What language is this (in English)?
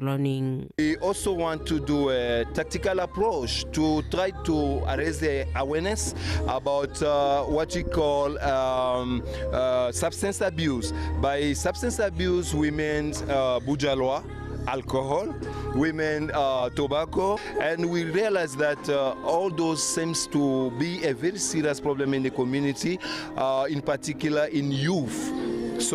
Tswana